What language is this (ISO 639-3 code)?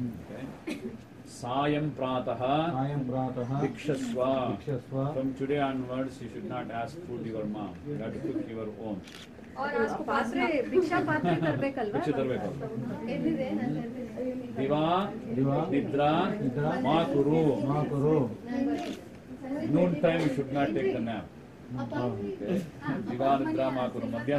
kan